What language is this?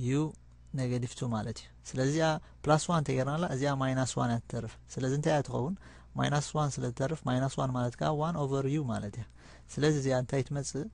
Tigrinya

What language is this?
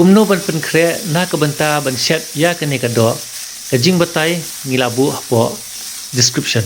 Khasi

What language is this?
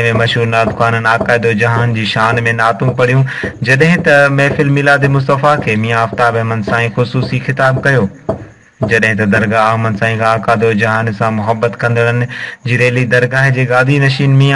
Sindhi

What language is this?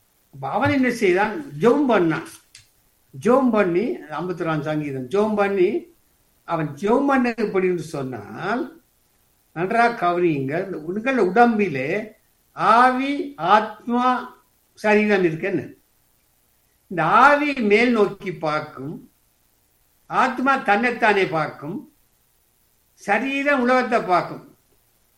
Tamil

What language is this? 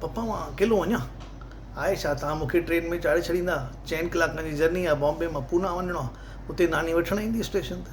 Sindhi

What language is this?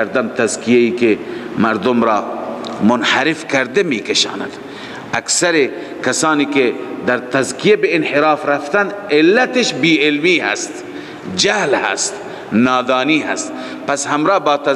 Persian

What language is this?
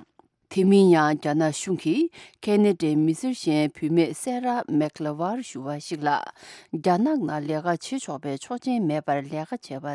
Tibetan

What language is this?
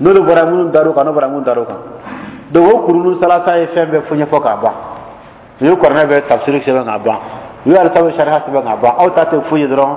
Dyula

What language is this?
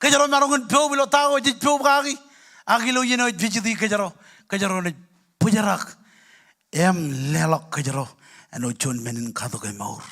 Marshallese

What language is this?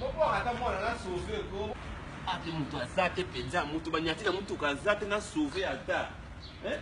Lingala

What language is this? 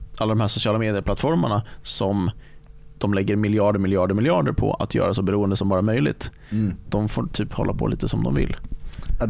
Swedish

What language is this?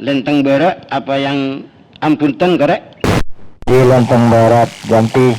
Madurese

